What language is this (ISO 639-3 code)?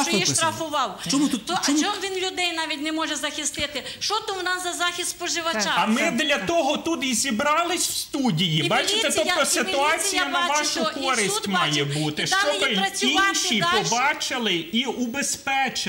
ukr